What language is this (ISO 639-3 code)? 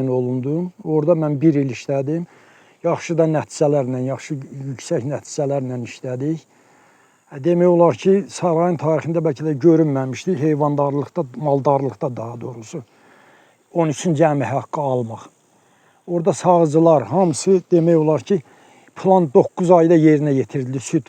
aze